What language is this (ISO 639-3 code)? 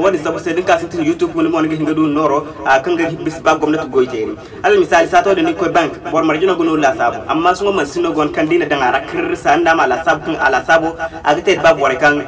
dje